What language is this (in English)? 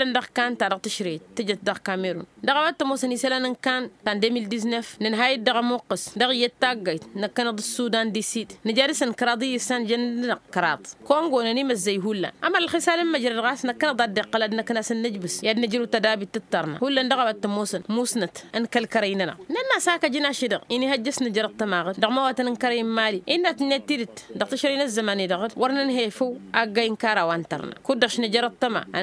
Tamasheq